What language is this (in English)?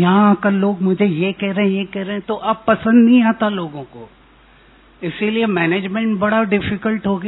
Hindi